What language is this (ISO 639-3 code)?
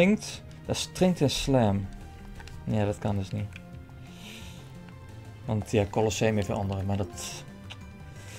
nld